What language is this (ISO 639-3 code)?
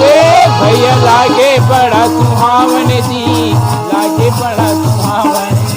hne